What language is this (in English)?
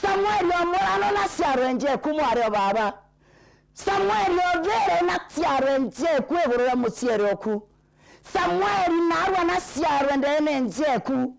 Meru